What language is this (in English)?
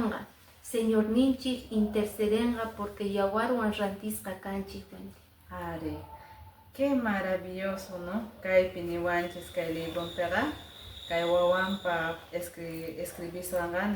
Quechua